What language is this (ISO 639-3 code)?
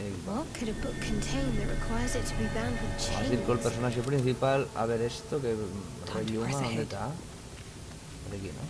ast